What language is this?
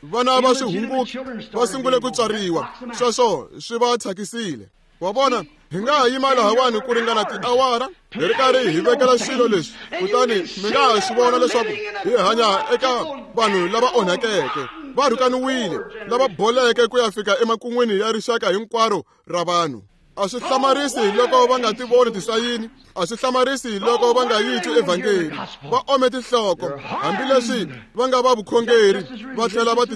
Tsonga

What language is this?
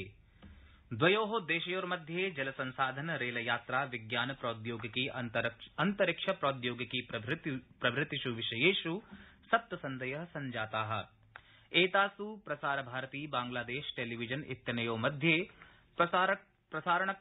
Sanskrit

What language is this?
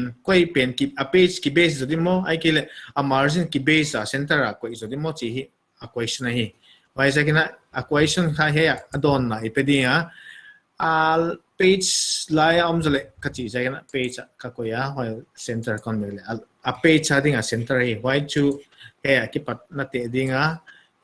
Paite Chin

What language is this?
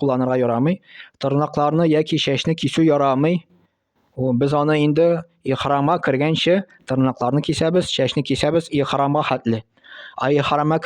Tatar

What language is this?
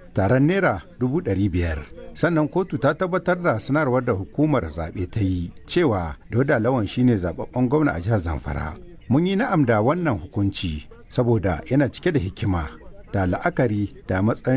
Hausa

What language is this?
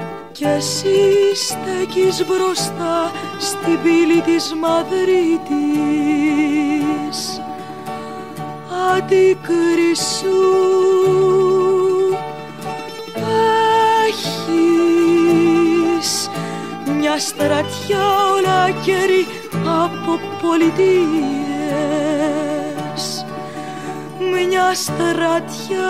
Greek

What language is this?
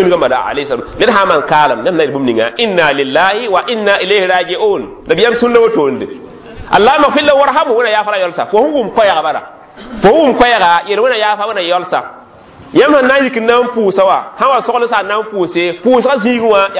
Mossi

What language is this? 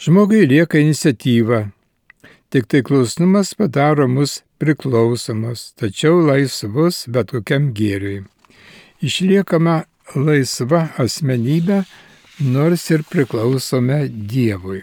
Lithuanian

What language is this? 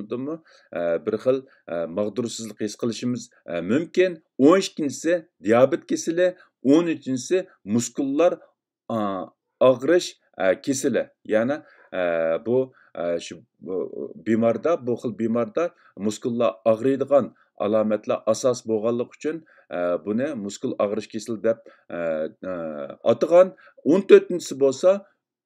Uyghur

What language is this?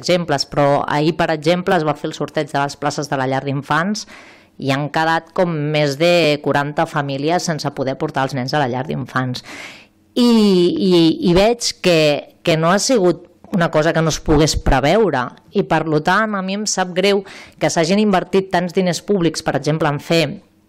Catalan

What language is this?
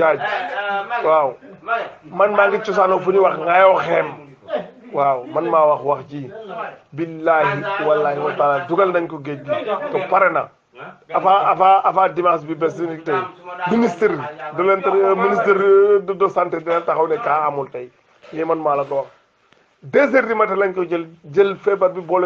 Wolof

